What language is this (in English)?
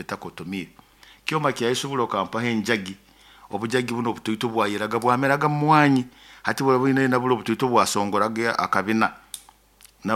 Nyoro